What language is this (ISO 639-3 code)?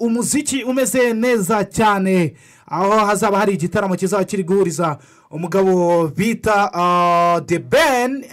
kin